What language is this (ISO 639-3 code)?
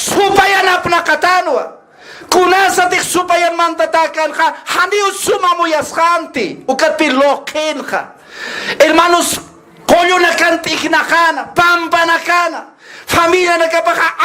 aym